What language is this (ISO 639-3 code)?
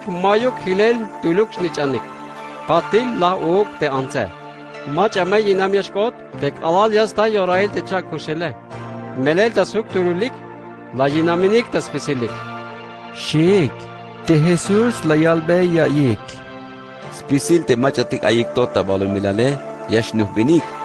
tzh